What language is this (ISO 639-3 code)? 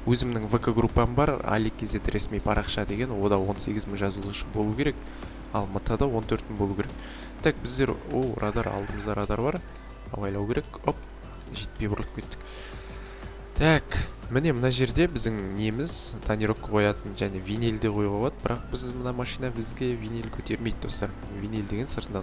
kaz